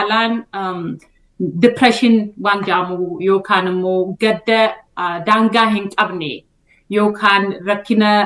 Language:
Oromo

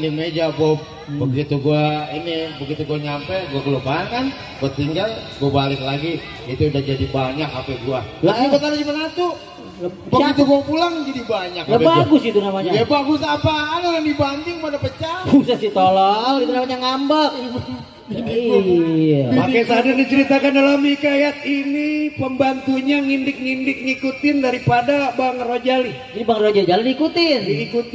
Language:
Betawi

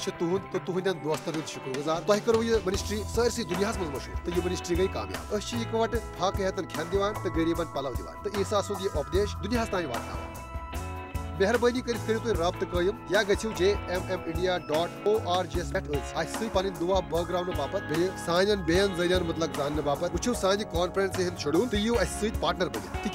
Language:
Kashmiri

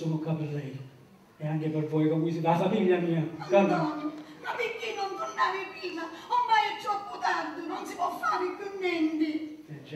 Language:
Neapolitan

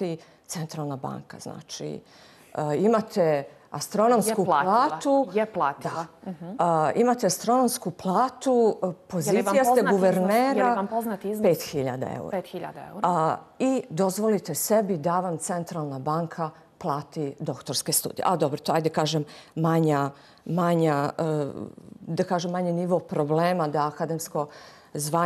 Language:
Bosnian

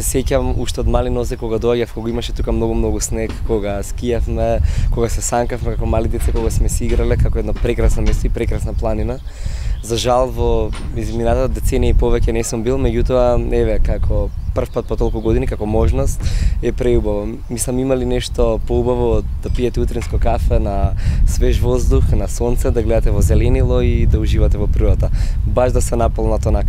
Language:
Macedonian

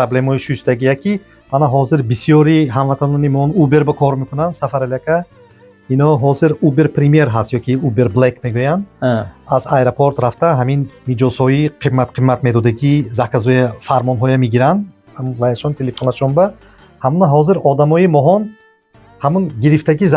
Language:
Tajik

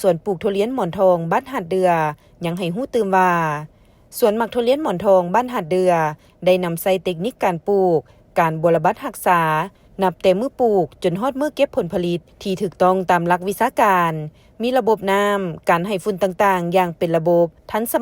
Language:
Lao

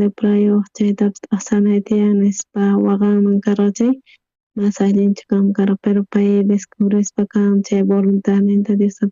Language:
South Bolivian Quechua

